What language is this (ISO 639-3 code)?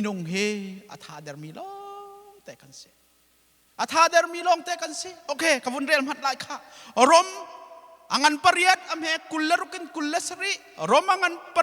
cnh